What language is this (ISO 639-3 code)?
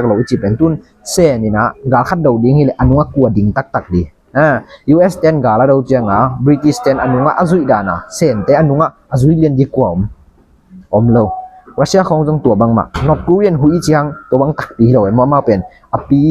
ctd